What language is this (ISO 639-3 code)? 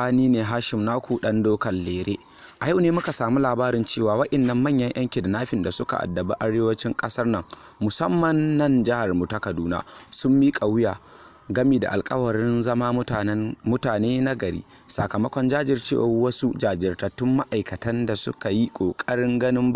hau